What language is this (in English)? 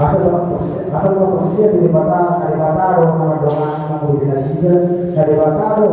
Batak Toba